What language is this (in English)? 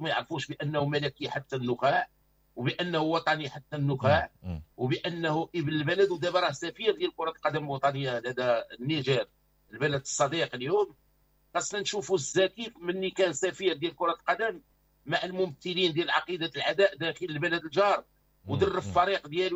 Moroccan Arabic